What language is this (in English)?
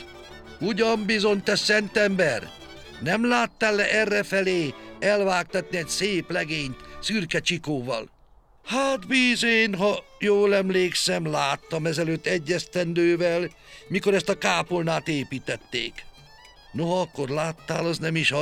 Hungarian